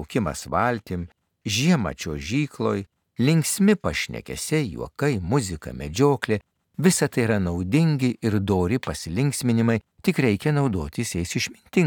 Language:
Lithuanian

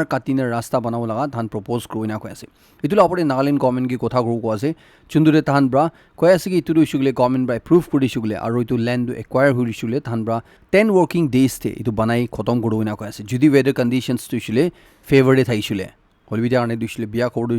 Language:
Naga Pidgin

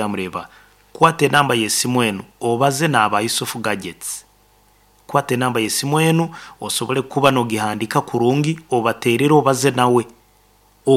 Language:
Nyankole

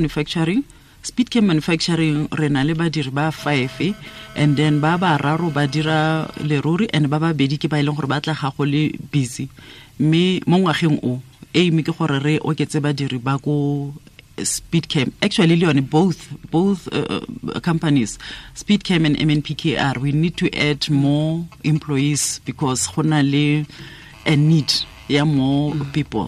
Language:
Tswana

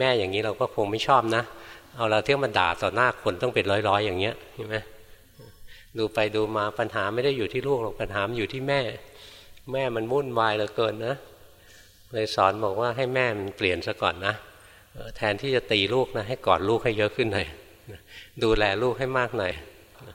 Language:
Thai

